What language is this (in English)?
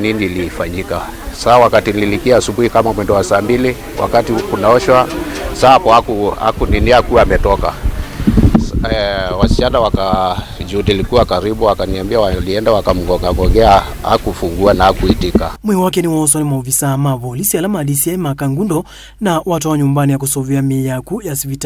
Kamba